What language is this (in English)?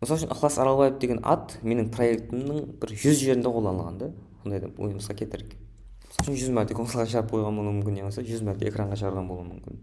Kara-Kalpak